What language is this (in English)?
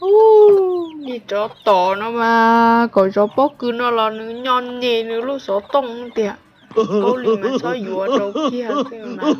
Hmong